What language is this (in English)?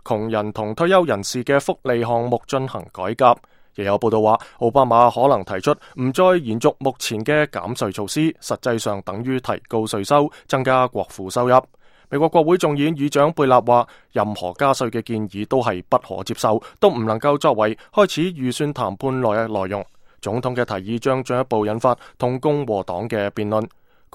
Cantonese